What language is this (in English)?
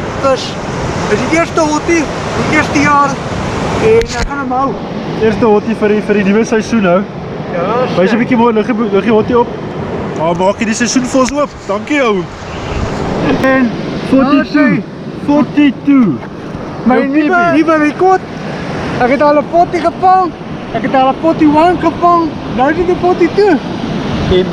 Afrikaans